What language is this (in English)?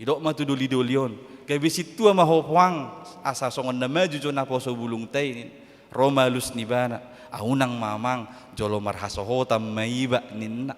Batak Toba